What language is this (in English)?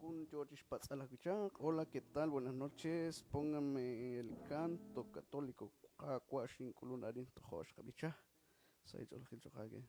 Kekchí